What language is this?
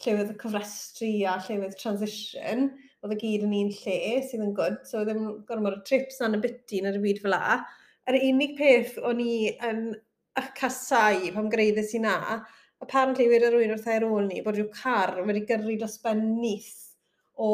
Welsh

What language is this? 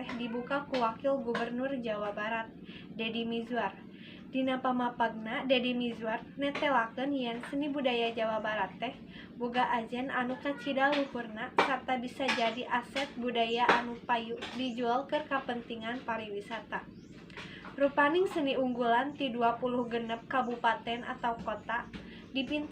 Sundanese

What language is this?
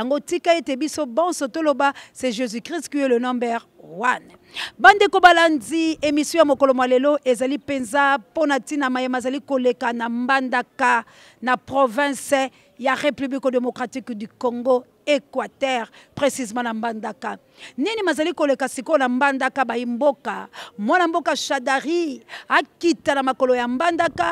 Lingala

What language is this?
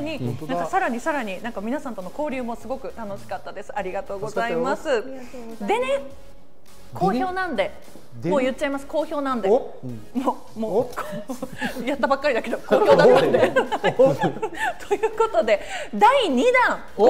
Japanese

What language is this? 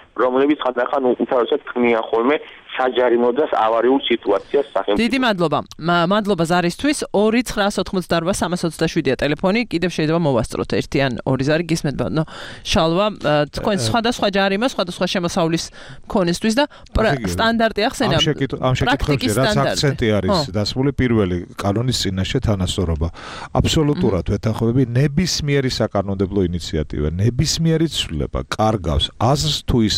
Georgian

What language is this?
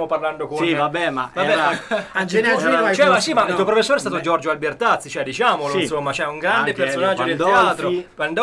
Italian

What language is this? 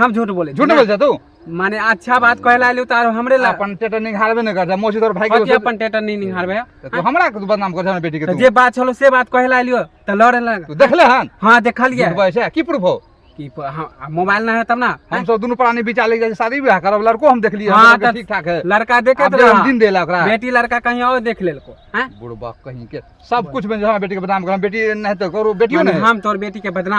Maithili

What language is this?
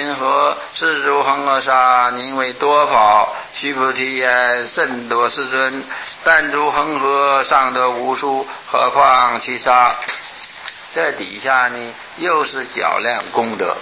Chinese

